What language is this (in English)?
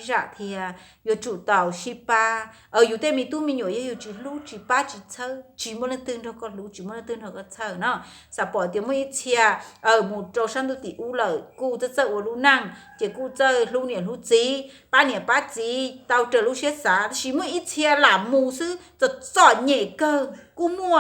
Hmong